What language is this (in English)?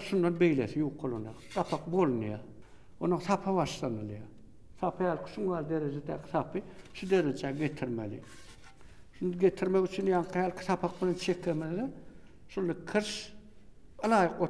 Turkmen